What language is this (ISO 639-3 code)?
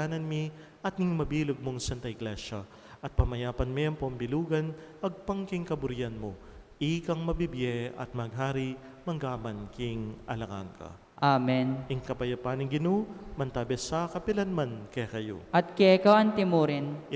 pam